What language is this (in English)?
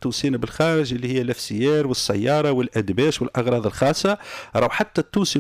Tunisian Arabic